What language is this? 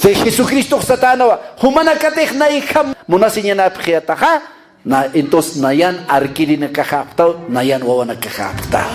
Aymara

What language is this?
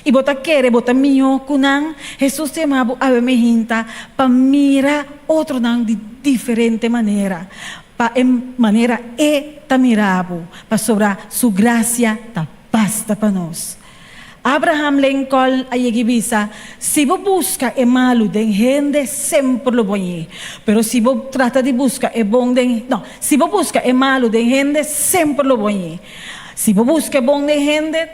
Papiamento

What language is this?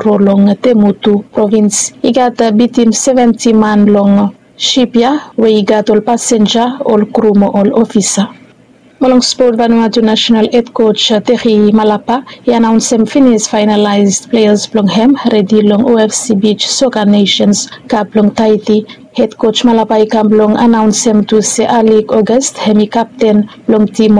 Bislama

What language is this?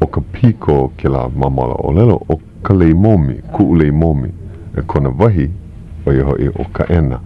Hawaiian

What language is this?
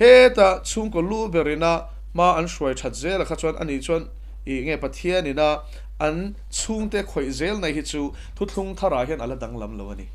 Mizo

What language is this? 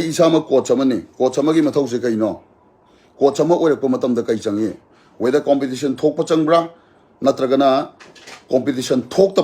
Manipuri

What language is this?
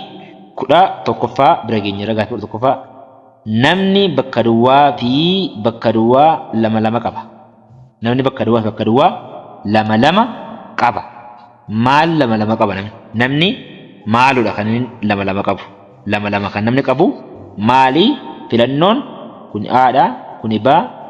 Oromo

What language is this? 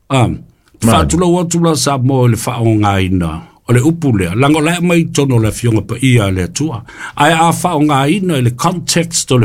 Samoan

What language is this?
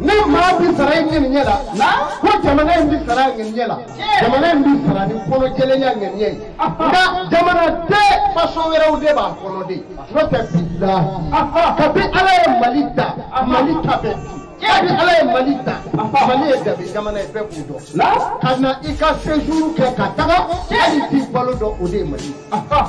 Bambara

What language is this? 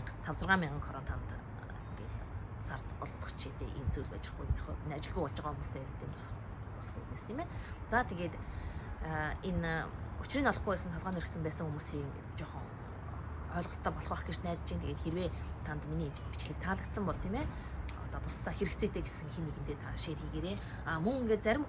Mongolian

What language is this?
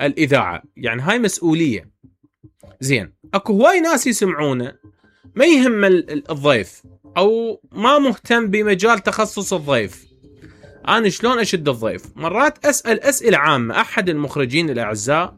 Mesopotamian Arabic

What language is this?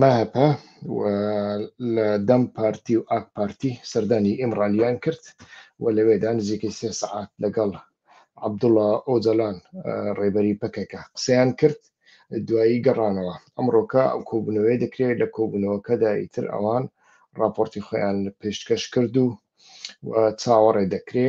Central Kurdish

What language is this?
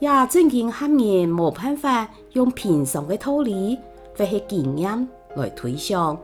Hakka Chinese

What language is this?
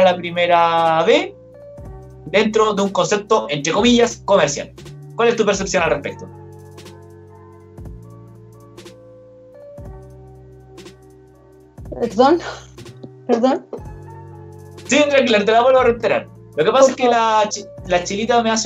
Spanish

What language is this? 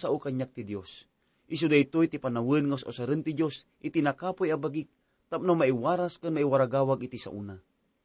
Iloko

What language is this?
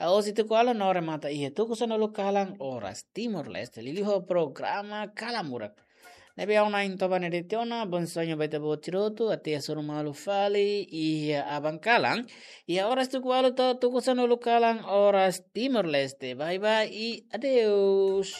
Tetum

